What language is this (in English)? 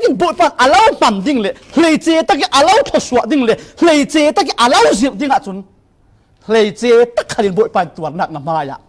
Falam Chin